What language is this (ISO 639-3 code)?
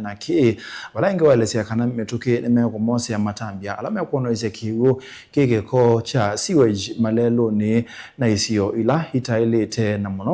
kam